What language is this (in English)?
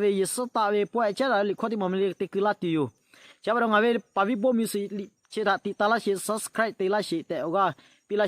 Lahu